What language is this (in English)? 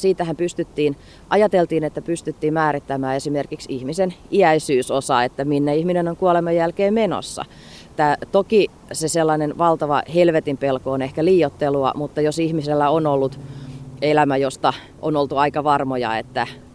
Finnish